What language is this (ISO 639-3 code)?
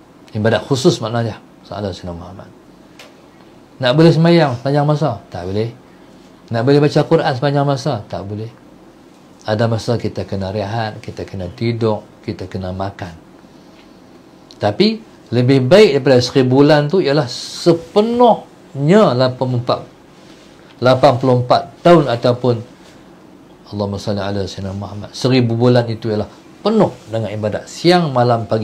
msa